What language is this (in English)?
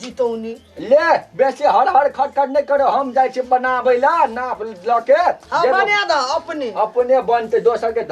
Maithili